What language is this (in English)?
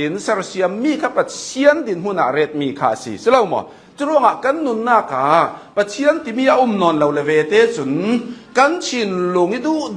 Hakha Chin